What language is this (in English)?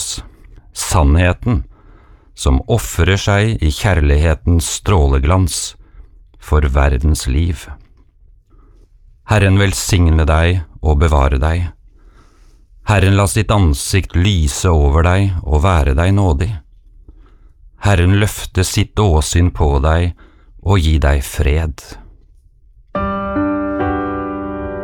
Norwegian